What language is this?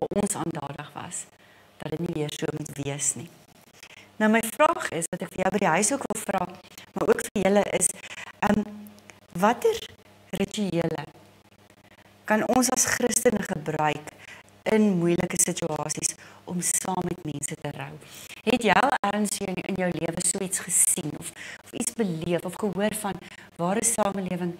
Afrikaans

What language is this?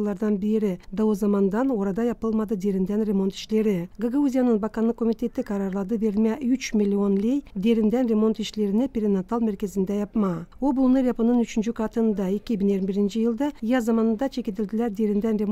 Gagauz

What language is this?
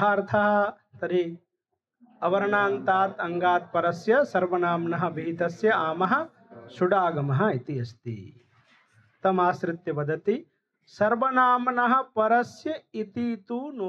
Sanskrit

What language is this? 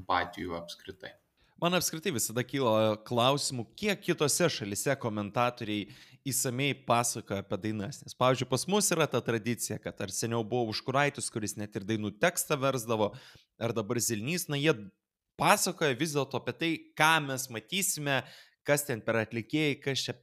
Lithuanian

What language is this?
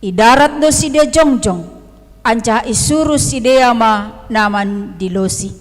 Batak Simalungun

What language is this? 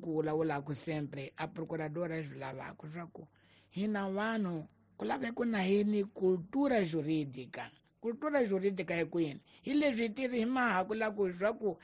Tsonga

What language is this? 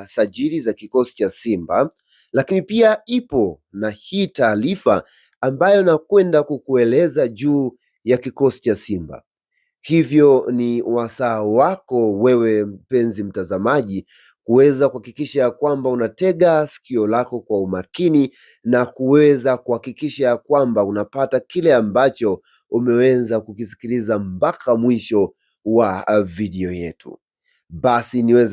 Swahili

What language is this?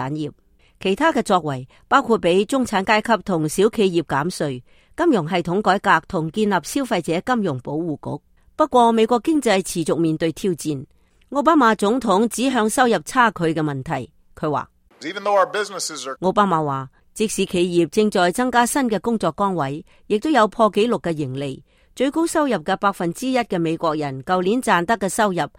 Cantonese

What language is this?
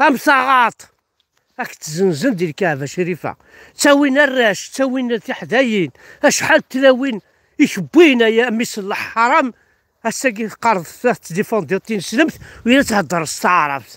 Kabyle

